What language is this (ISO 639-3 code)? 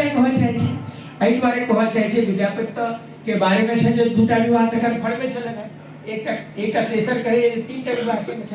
mai